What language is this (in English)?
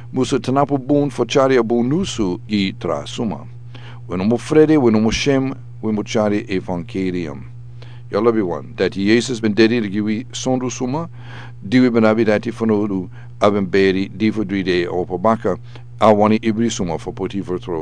Sranan Tongo